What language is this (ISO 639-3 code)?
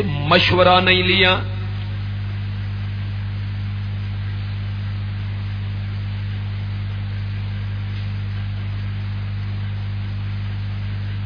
urd